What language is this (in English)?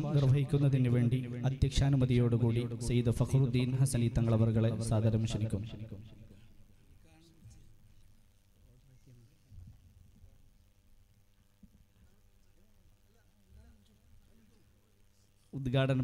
Malayalam